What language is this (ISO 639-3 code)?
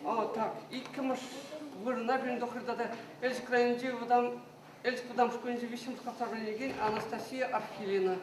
chv